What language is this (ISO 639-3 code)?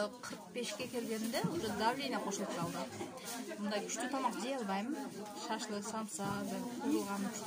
kir